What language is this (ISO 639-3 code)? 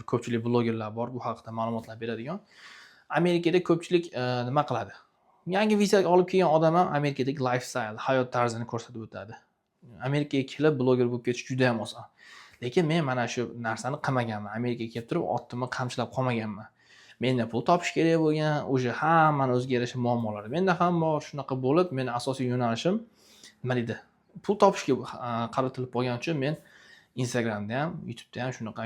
uzb